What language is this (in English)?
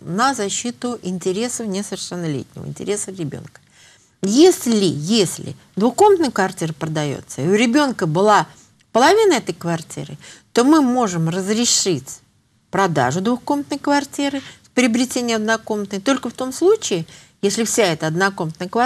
Russian